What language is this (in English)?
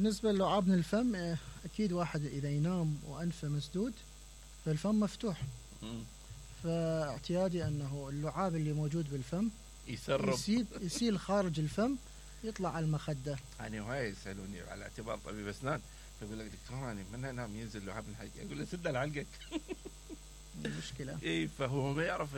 Mesopotamian Arabic